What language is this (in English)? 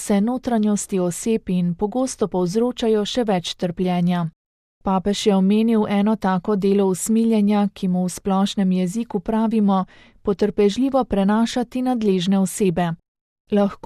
Slovenian